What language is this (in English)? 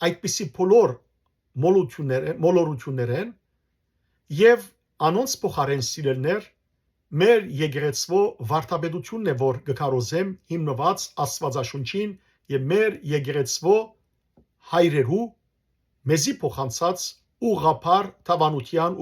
Western Armenian